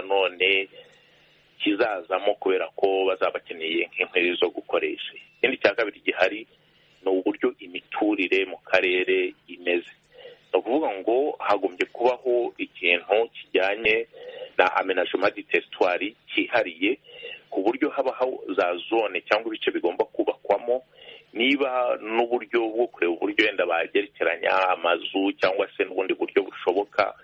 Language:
Kinyarwanda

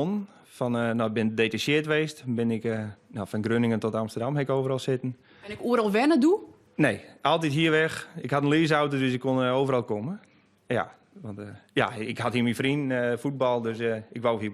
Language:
Western Frisian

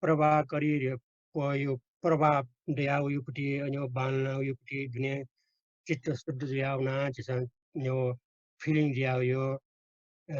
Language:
Newari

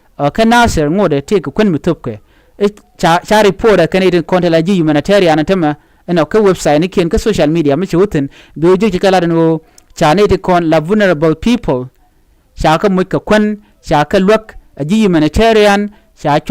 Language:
Nuer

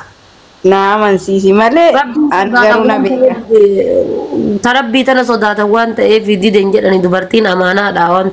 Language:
Oromo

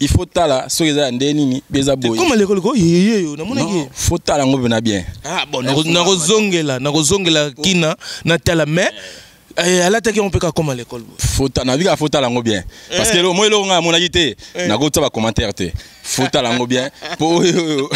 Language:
Lingala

